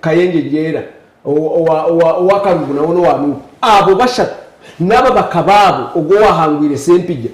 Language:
Nyankole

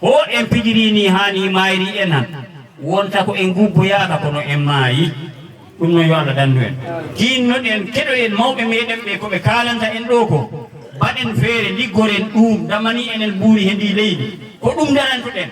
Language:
Fula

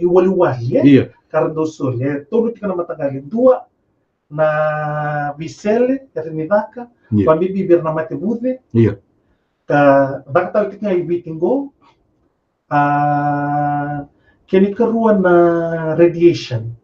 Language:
Fijian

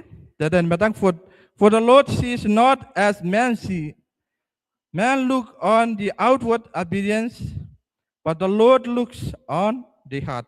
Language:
Gilbertese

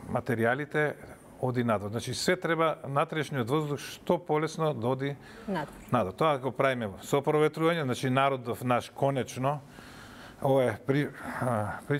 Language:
Macedonian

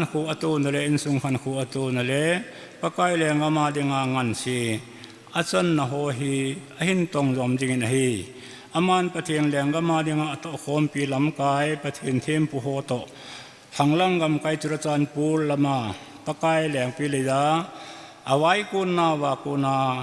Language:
Thado Chin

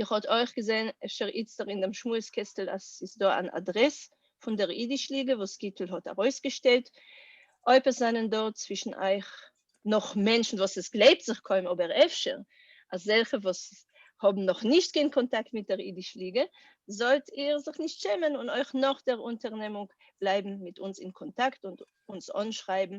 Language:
Yiddish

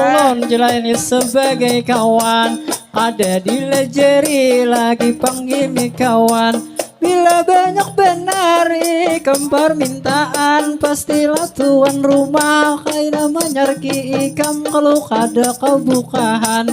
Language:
Banjar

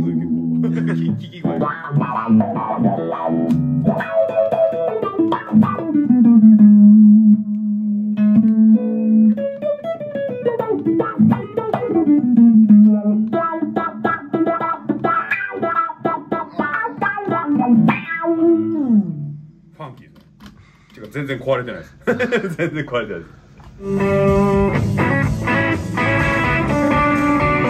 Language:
Japanese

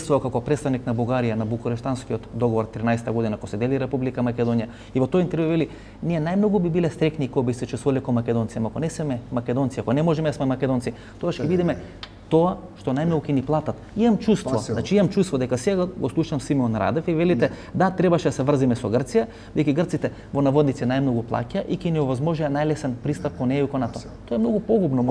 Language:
Macedonian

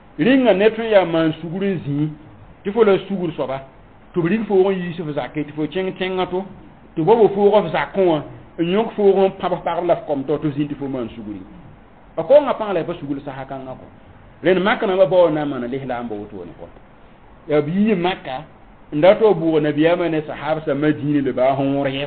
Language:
Mossi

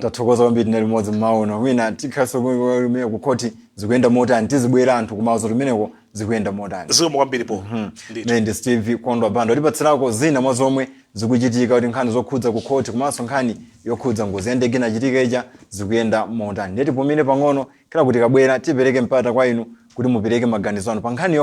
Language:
Nyanja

